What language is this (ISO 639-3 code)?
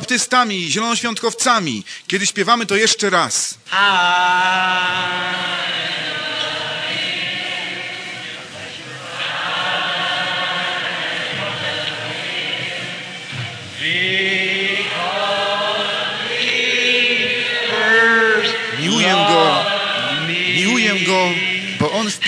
pol